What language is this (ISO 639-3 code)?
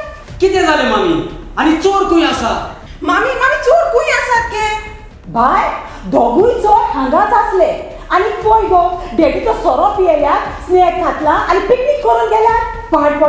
kok